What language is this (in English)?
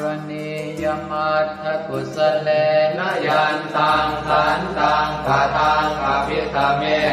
Pali